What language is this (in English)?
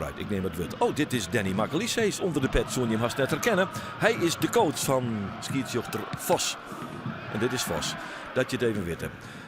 Western Frisian